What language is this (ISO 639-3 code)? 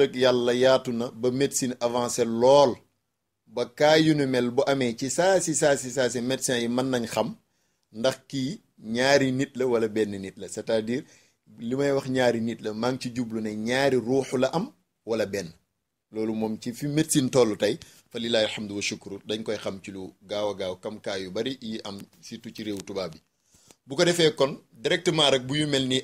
wol